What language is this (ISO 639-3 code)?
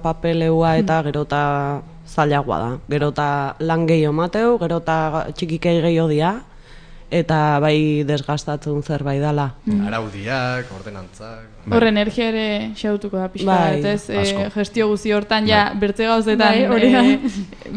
eus